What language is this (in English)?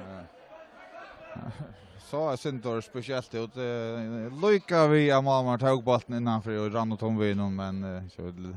Faroese